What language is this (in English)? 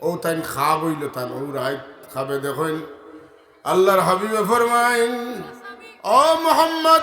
Sylheti